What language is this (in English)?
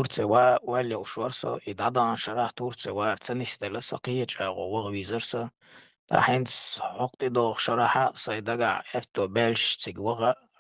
Chechen